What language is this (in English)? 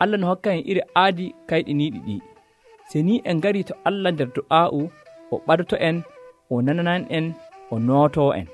Nigerian Fulfulde